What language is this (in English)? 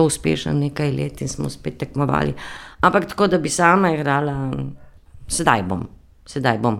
Slovenian